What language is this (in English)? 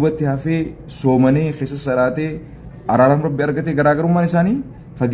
Oromo